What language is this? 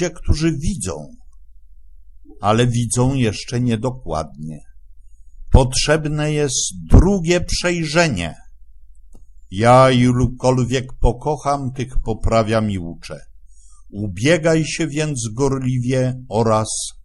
Polish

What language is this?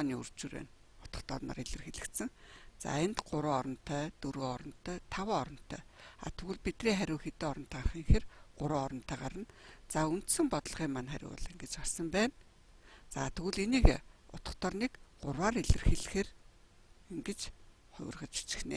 Mongolian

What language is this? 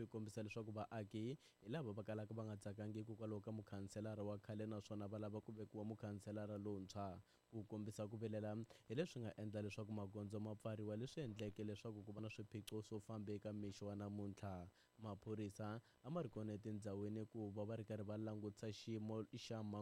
Tsonga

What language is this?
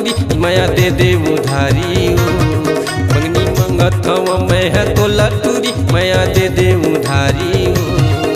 Chhattisgarhi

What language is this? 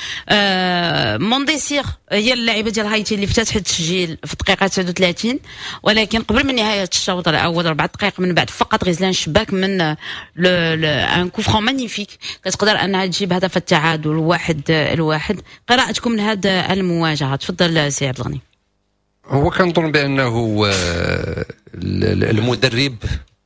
Moroccan Arabic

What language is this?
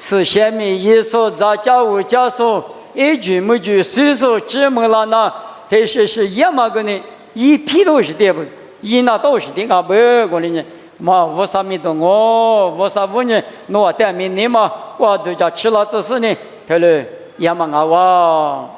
Lisu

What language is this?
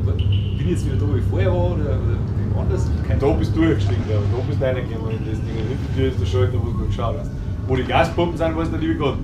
Bavarian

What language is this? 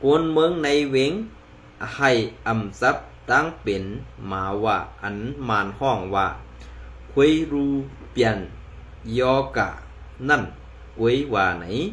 Shan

